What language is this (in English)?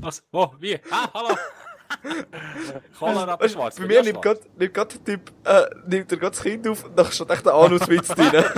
Swiss German